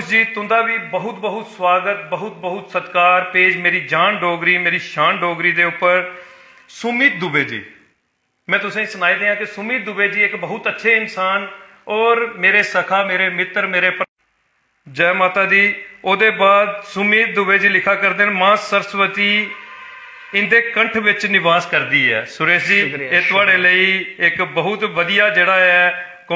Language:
Dogri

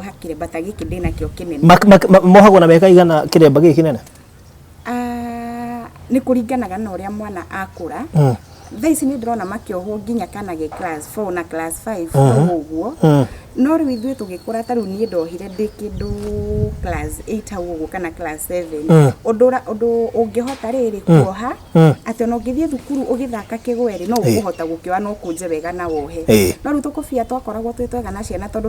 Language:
Kikuyu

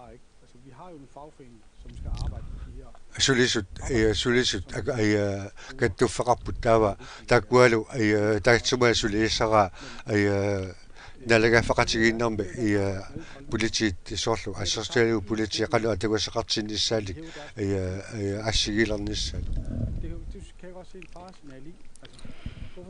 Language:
Kalaallisut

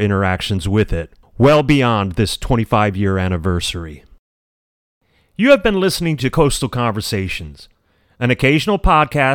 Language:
English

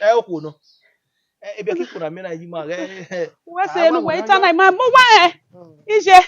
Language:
Bini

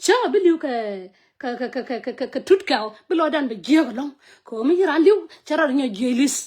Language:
Nuer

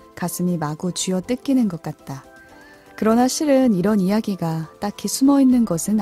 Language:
Korean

